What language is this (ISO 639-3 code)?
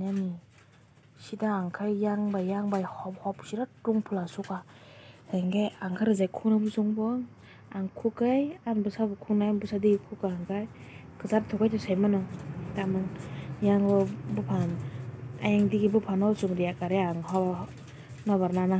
trp